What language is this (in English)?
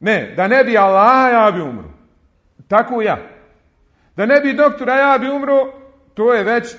Bosnian